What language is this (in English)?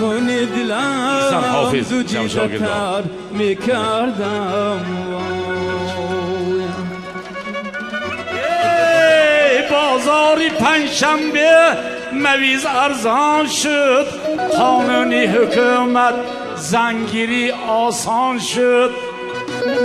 Persian